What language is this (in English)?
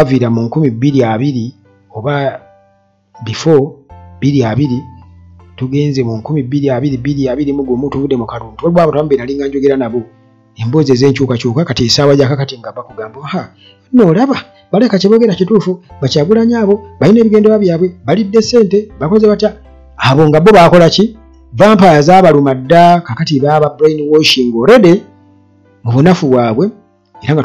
Ganda